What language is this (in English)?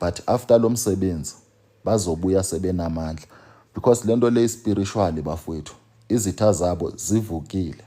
Zulu